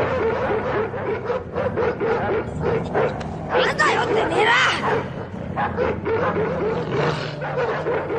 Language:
Japanese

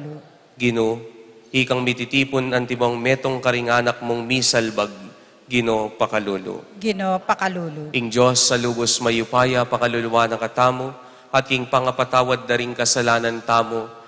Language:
Pampanga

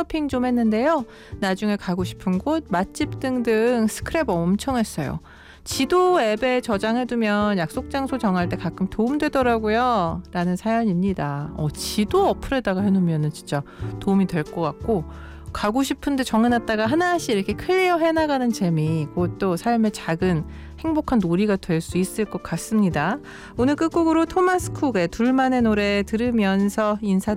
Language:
Korean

